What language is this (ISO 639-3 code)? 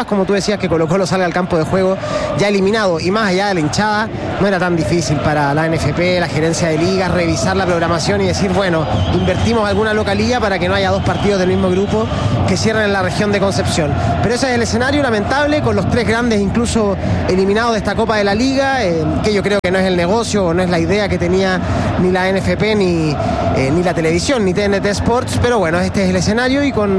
spa